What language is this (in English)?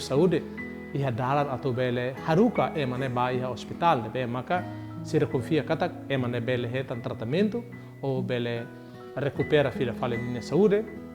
Tetum